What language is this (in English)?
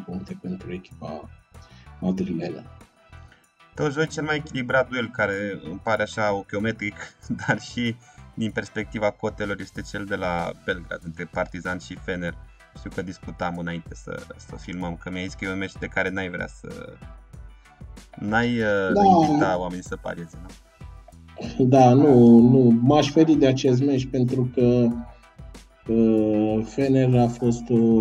Romanian